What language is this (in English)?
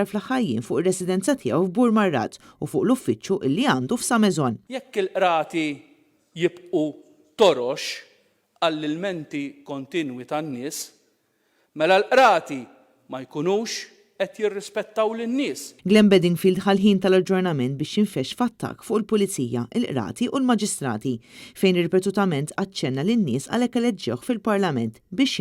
Maltese